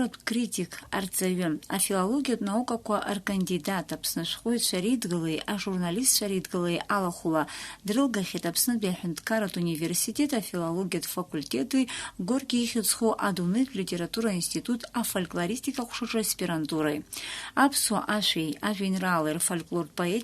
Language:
Abkhazian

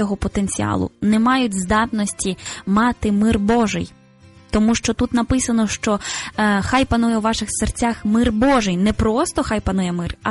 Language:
Ukrainian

